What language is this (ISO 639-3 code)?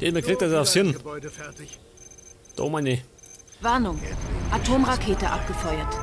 bar